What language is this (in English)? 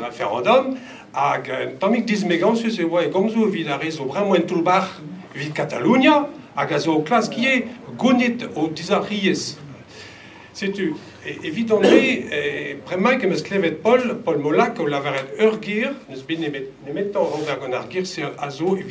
Breton